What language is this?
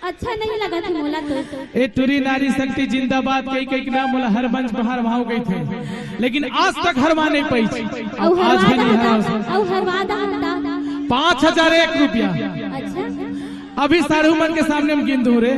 Chhattisgarhi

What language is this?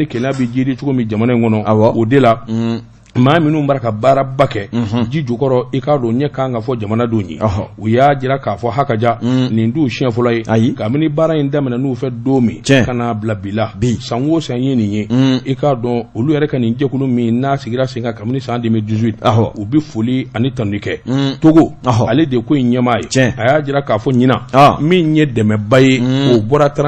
Bambara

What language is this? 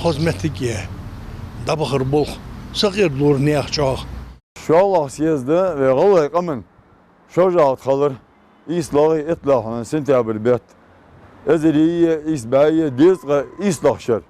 Ingush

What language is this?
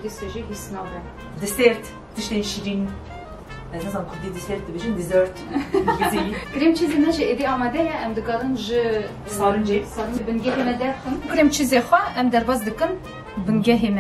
Kurdish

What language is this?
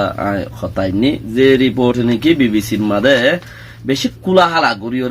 Rohingya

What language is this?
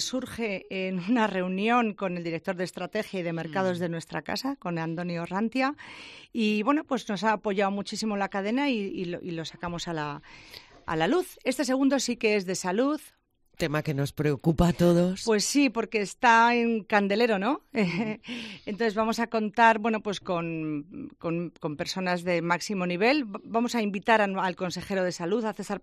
Spanish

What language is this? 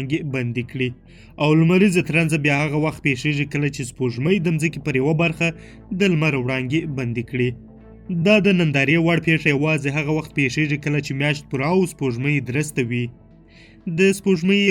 Pashto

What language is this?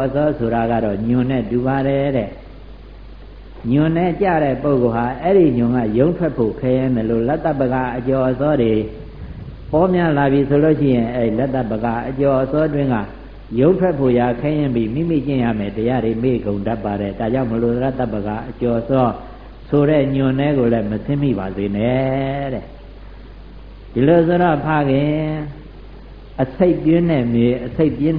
Burmese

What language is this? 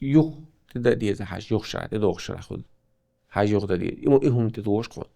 Chechen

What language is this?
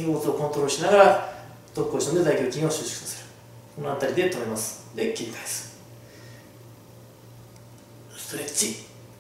Japanese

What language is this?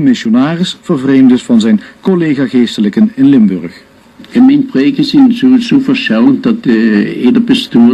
Limburgish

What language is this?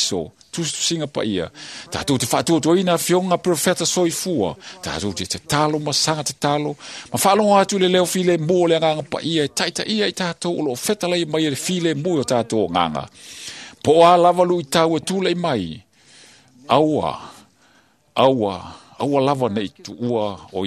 Samoan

